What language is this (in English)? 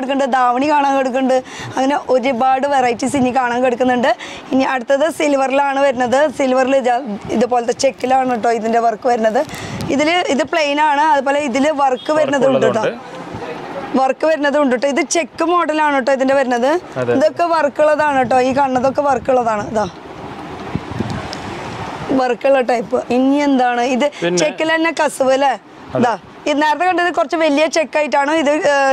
Malayalam